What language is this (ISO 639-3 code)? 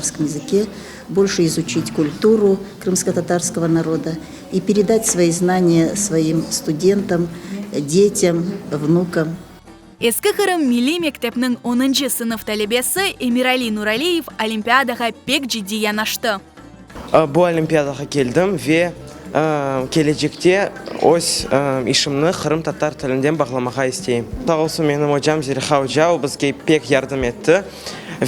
crh